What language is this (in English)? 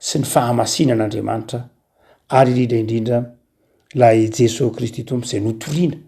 Malagasy